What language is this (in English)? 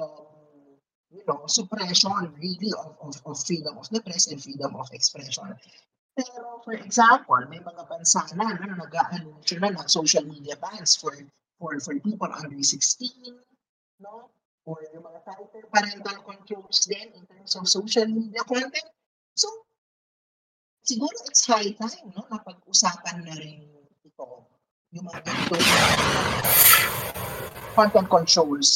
Filipino